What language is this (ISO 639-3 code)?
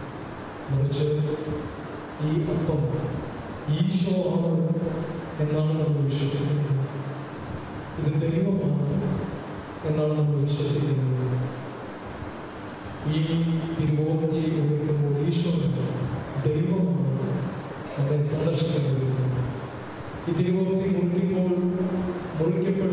mal